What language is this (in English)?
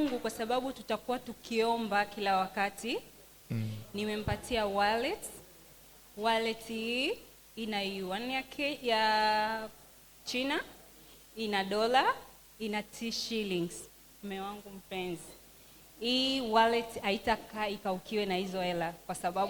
Swahili